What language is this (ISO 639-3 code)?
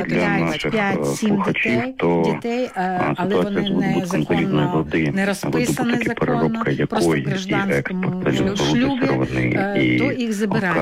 ukr